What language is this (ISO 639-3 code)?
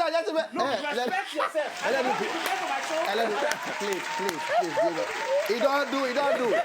pcm